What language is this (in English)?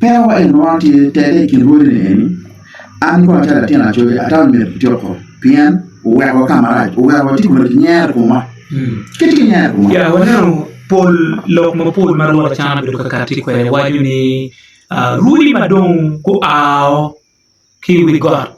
Acoli